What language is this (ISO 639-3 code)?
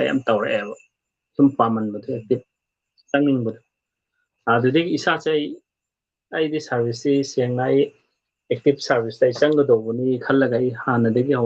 mni